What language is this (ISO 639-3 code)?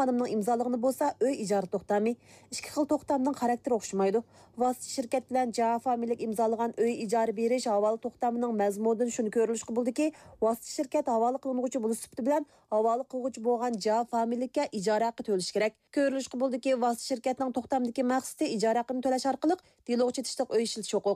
uig